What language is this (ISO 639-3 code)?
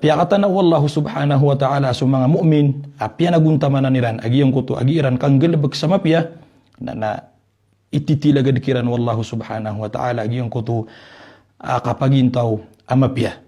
mrw